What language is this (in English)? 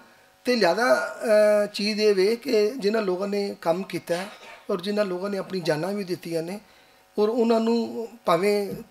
Western Panjabi